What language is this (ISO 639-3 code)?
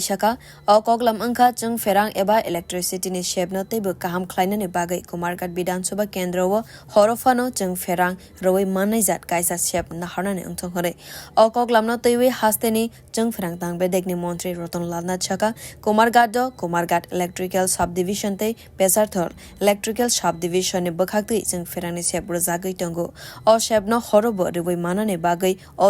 trp